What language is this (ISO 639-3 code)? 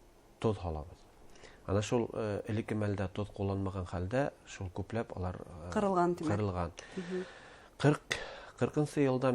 bak